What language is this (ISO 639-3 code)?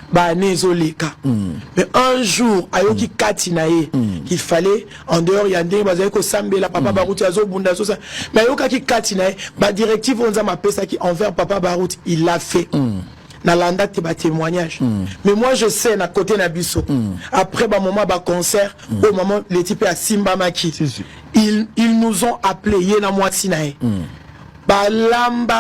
lin